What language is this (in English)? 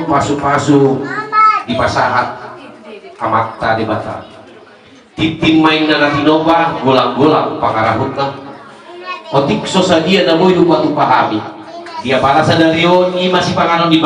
Batak Toba